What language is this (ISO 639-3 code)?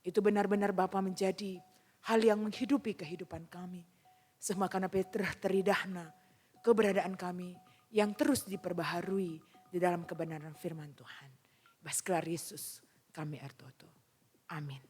btx